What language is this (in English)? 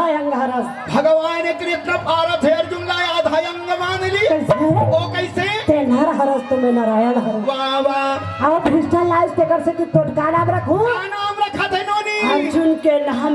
Chhattisgarhi